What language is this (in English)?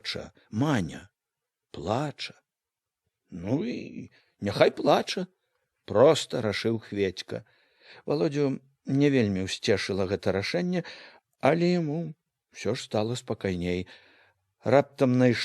Belarusian